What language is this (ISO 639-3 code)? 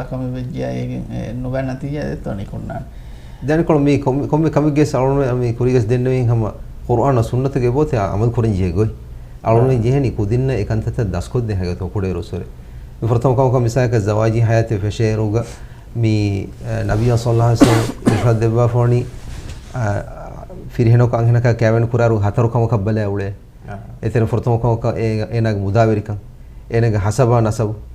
div